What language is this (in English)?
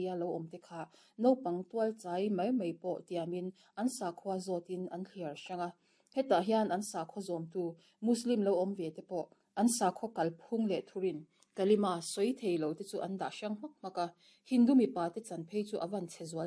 Mizo